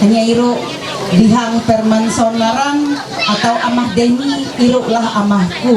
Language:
Ma'anyan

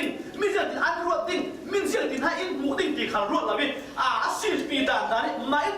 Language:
Falam Chin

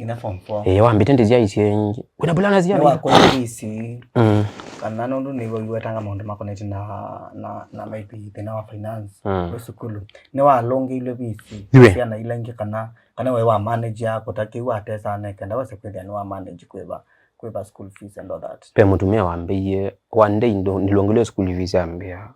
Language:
Kamba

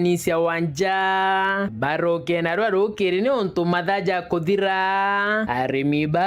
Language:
Meru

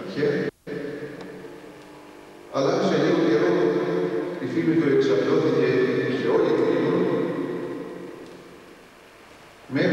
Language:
Greek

